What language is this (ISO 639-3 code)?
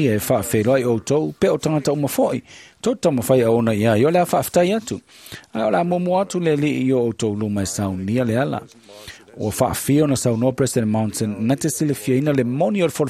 smo